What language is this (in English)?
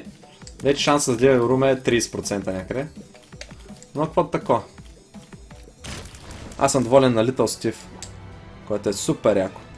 Bulgarian